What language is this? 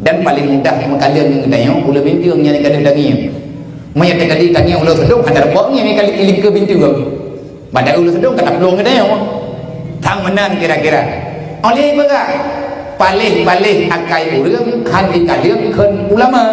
Achinese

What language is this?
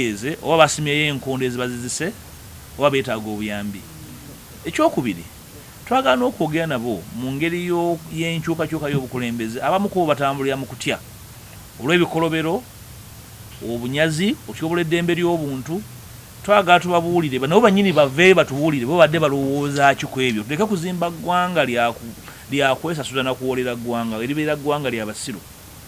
Ganda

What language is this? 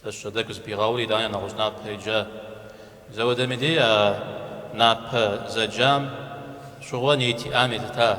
Kabardian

